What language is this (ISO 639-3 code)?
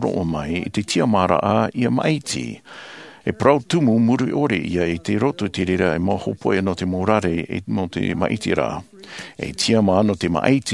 tah